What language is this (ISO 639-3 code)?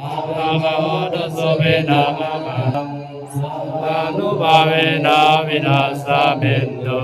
pli